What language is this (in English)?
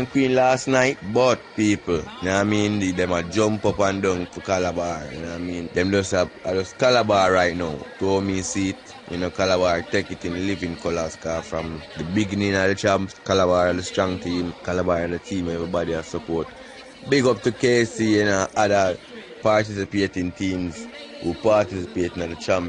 Jamaican Creole English